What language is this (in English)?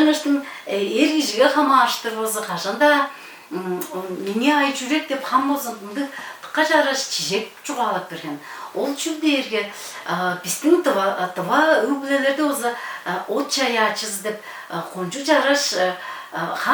Tuvinian